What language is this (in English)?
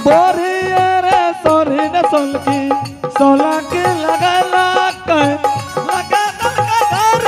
Angika